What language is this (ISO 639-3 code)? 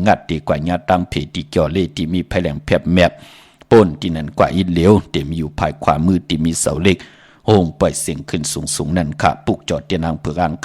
shn